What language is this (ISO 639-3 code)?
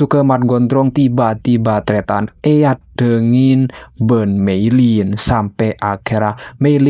mad